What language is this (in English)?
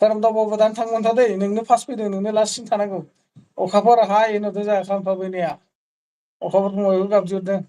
Bodo